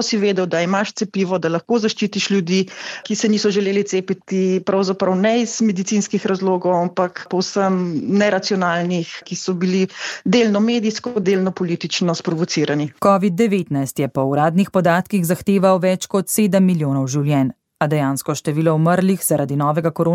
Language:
Slovenian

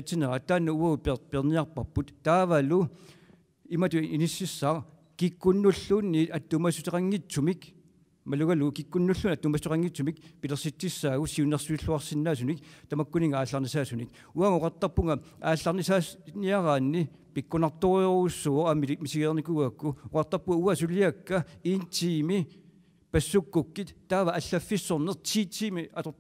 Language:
Kalaallisut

